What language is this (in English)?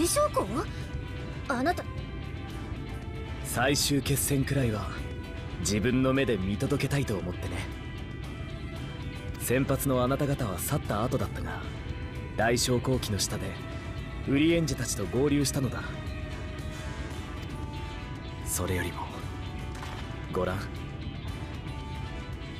Japanese